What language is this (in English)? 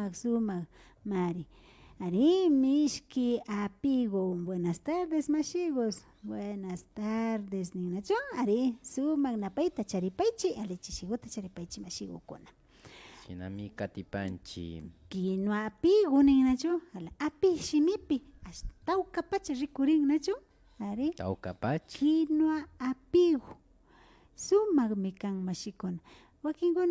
Imbabura Highland Quichua